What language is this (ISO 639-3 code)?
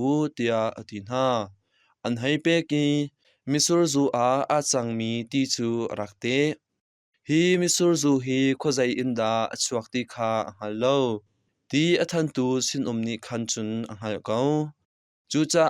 cnh